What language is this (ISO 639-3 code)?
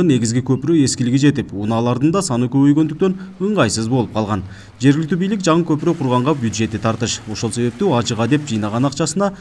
kir